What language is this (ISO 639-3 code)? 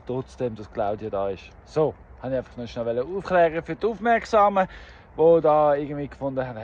gsw